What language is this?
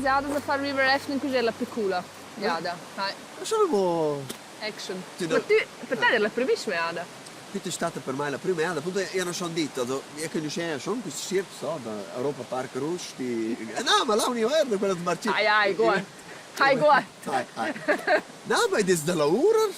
Romansh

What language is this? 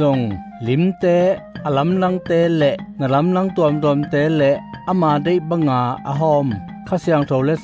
Tedim Chin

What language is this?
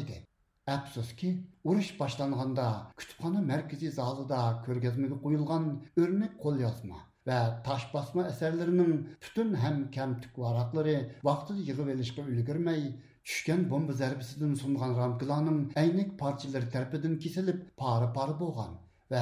Uyghur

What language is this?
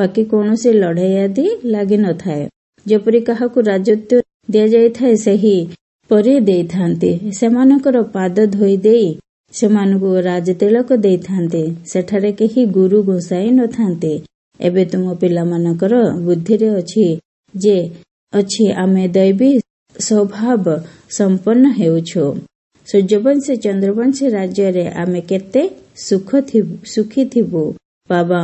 Odia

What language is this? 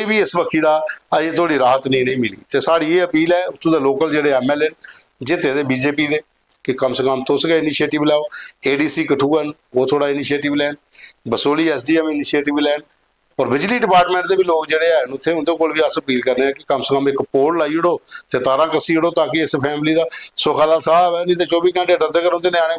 Dogri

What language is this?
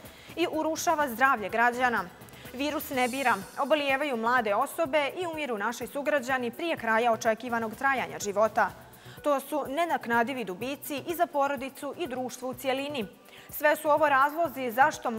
Bosnian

